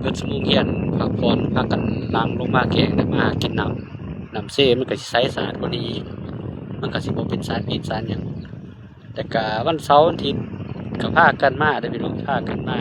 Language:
Lao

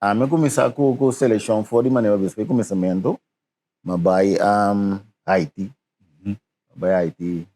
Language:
Papiamento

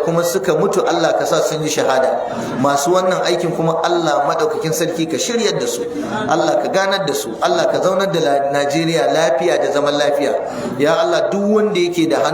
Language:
Hausa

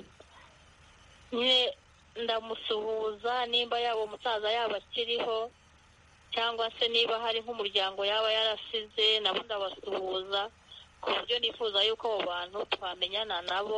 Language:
Kinyarwanda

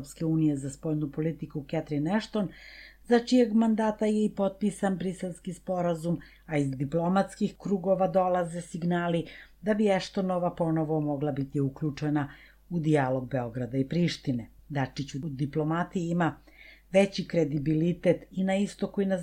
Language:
Serbian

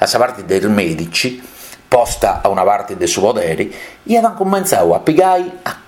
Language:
Sardinian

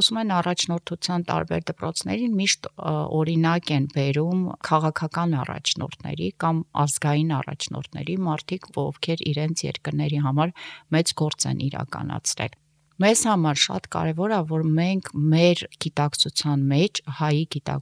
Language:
Armenian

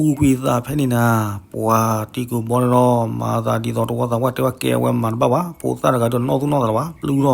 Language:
S'gaw Karen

